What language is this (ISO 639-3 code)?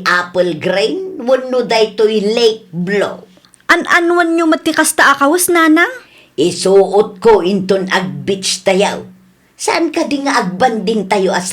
ilo